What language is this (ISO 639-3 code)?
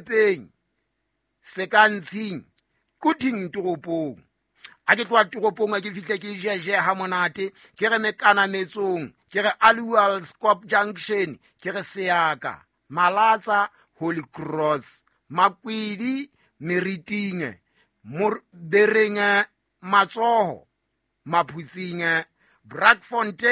sot